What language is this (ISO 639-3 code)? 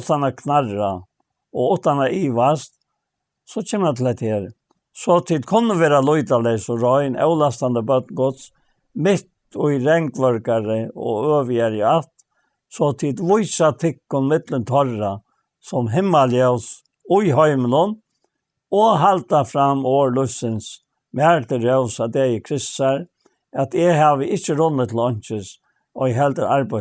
fao